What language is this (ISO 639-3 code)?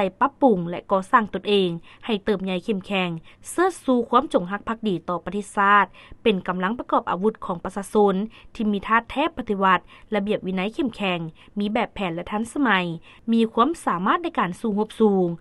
lao